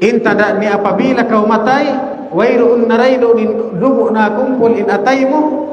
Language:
Tausug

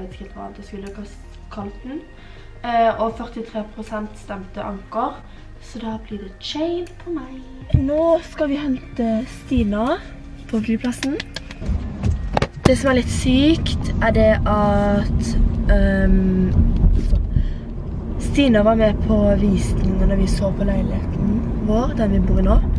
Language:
Norwegian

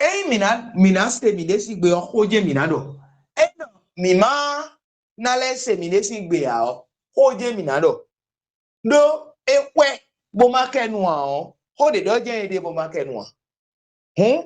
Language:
Fon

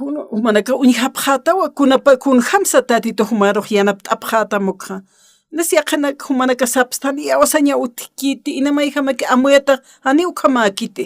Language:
Aymara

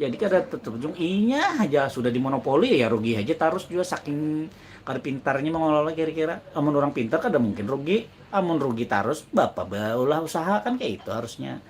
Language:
Banjar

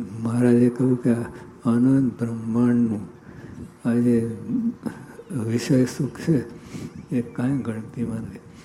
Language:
Gujarati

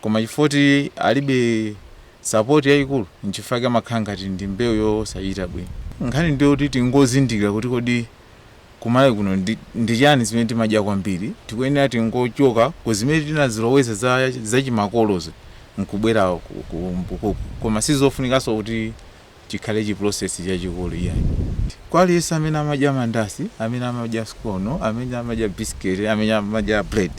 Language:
Nyanja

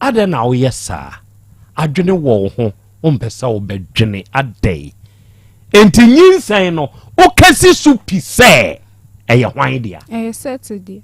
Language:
Akan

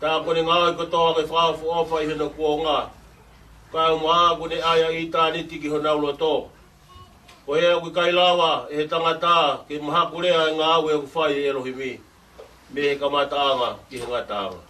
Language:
Tongan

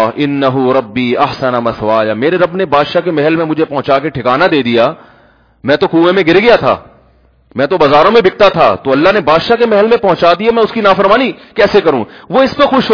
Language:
Urdu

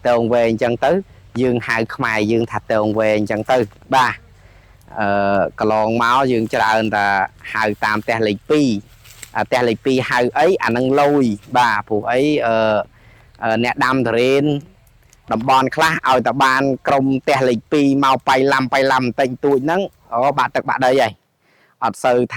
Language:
Khmer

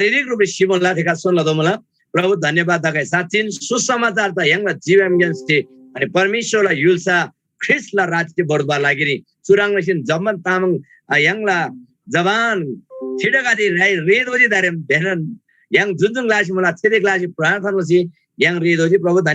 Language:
Eastern Tamang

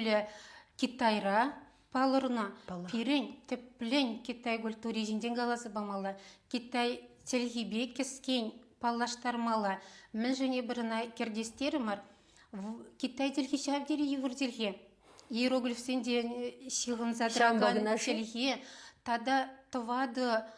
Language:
Chuvash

